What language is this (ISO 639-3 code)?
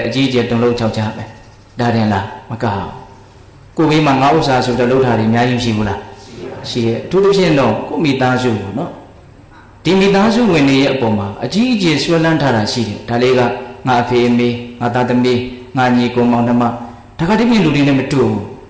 mya